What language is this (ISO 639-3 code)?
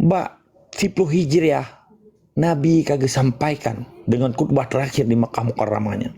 ace